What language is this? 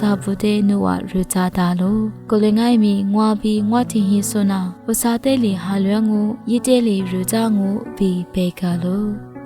Lisu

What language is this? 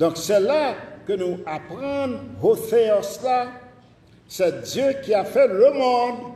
Haitian Creole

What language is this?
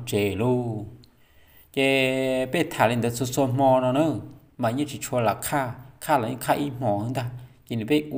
Hmong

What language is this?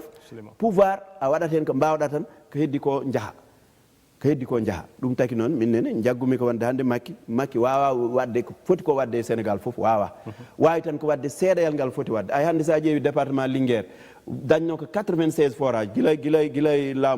Fula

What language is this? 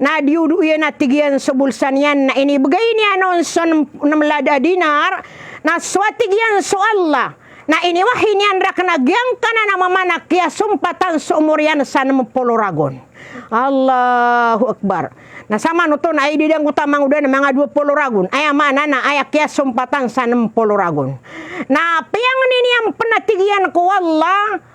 Maranao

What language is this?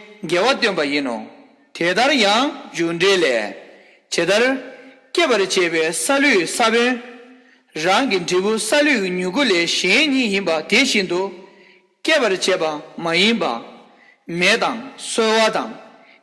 Tibetan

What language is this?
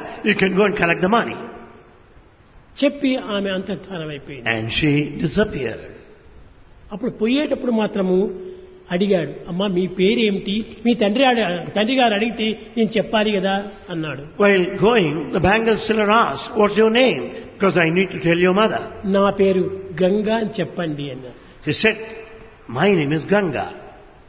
Telugu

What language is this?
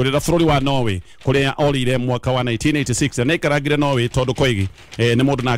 Kikuyu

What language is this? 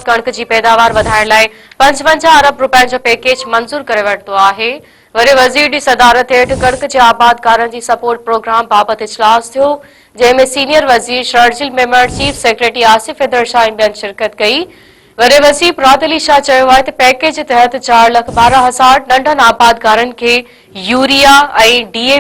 Sindhi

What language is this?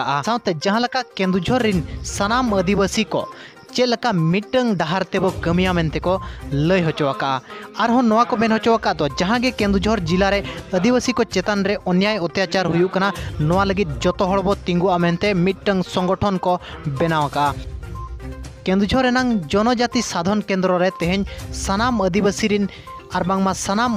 Santali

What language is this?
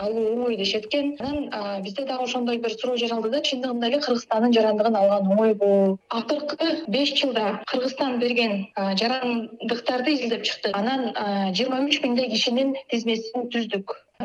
Kyrgyz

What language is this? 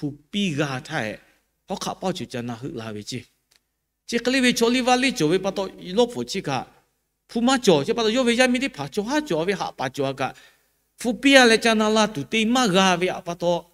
Lahu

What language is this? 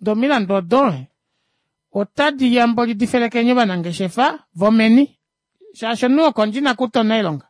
Kuanyama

